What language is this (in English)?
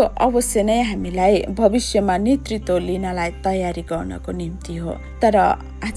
Nepali